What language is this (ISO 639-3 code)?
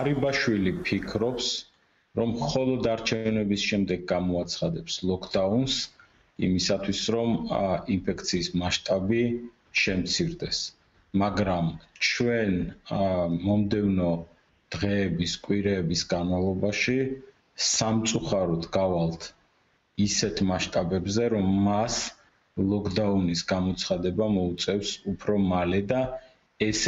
kat